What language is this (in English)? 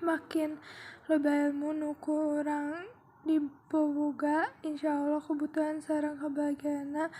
Sundanese